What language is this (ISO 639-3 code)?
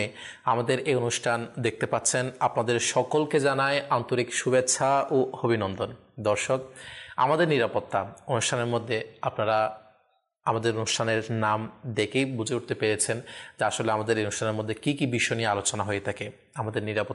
ben